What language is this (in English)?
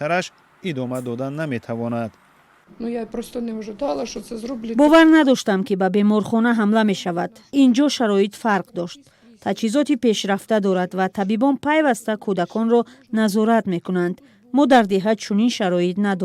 Tajik